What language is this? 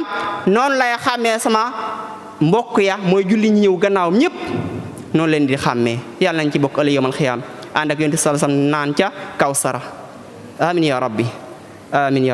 Wolof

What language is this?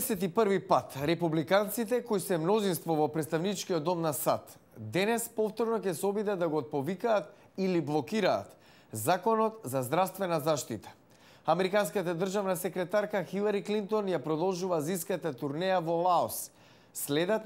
Macedonian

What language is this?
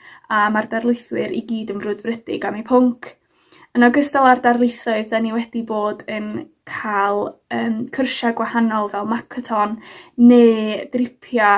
Welsh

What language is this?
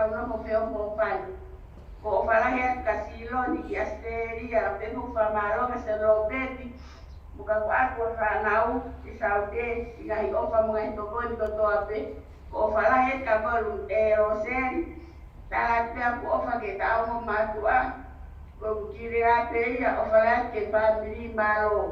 Tongan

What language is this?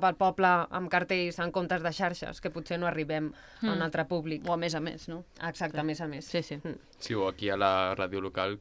Catalan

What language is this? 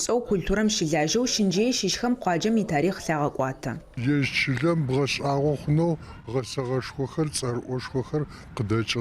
Adyghe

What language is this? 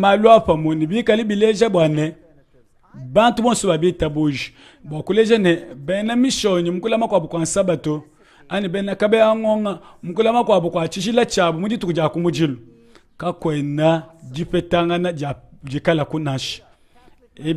Luba-Lulua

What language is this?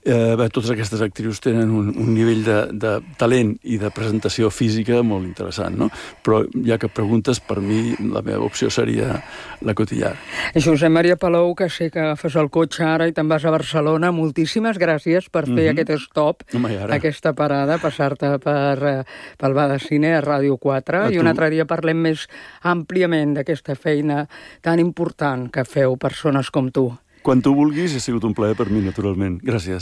Catalan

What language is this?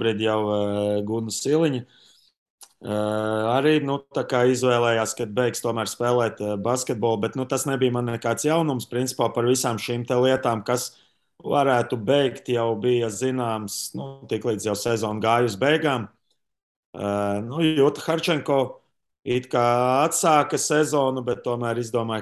Latvian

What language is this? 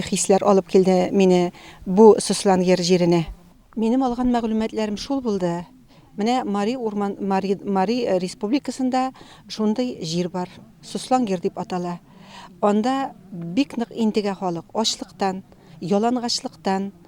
Tatar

